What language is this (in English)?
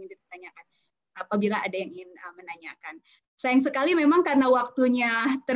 Indonesian